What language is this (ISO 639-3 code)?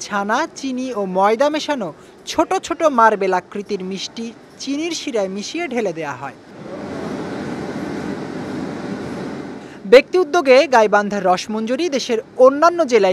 ben